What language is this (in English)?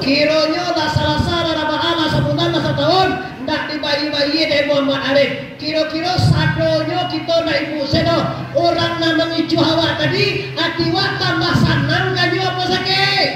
Minangkabau